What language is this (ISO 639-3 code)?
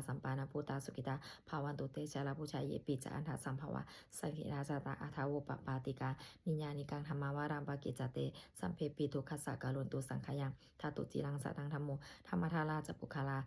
pli